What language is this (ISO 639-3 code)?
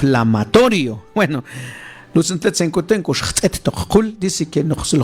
mam